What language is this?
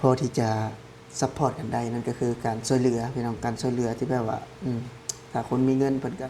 Lao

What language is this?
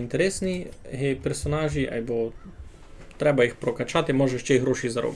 Rusyn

